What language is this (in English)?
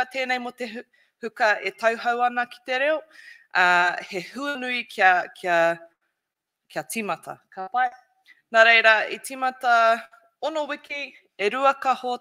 Māori